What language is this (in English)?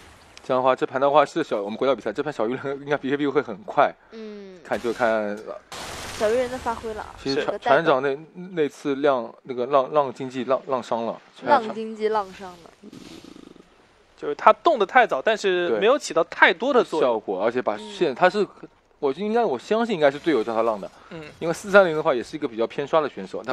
Chinese